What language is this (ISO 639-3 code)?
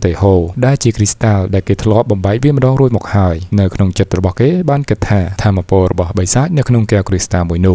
khm